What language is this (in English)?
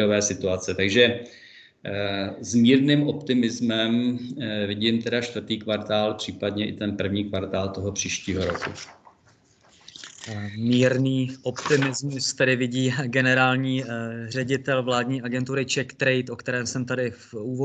Czech